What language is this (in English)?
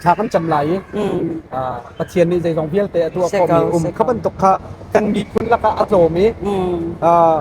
Hakha Chin